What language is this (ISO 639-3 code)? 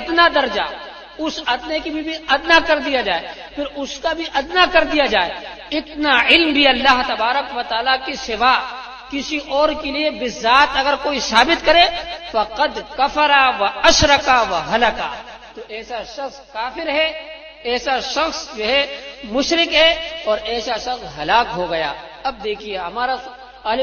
urd